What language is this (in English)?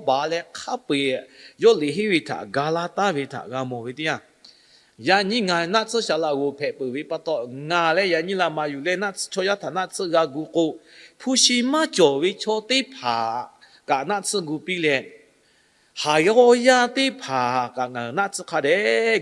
Lahu